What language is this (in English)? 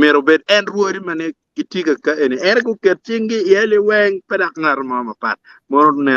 Acoli